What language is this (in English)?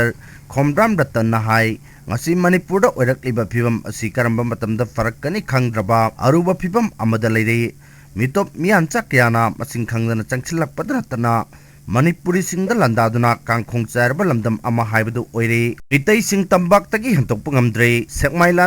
Manipuri